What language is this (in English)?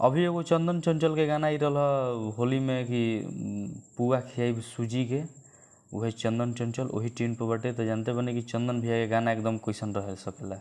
Bhojpuri